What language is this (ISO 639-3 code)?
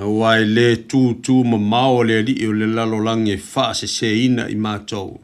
smo